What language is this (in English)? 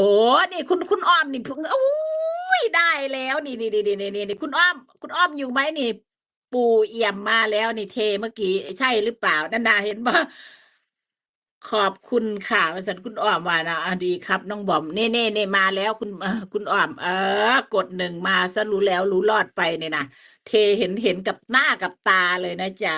Northeastern Thai